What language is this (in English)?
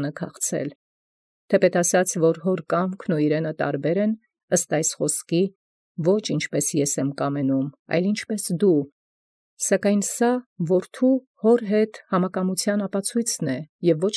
Armenian